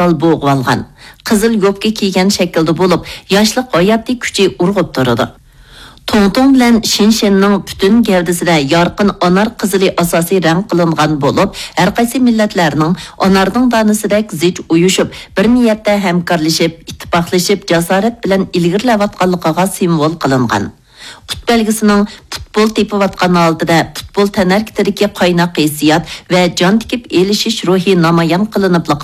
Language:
Uyghur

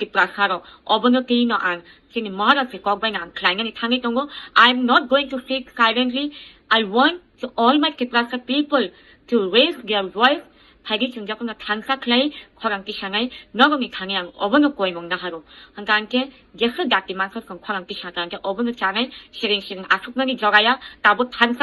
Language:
Kok Borok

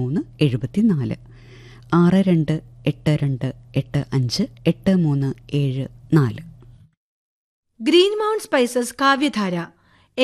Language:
Malayalam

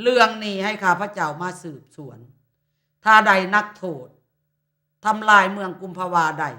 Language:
Lao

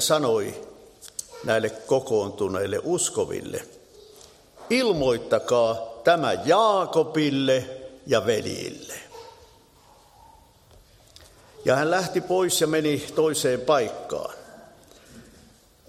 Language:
Finnish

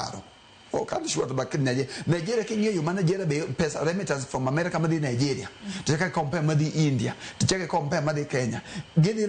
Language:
Luo (Kenya and Tanzania)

